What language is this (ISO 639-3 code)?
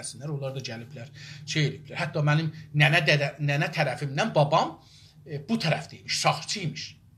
azb